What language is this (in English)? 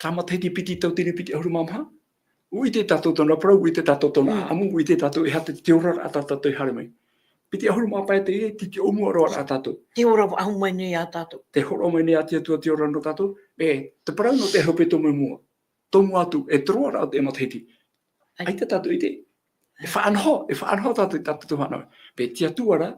Tahitian